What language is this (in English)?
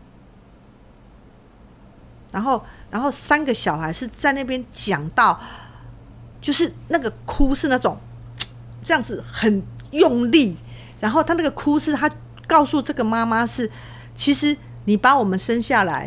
Chinese